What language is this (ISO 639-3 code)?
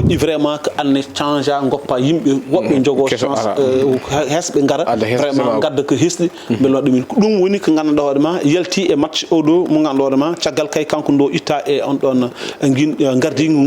ful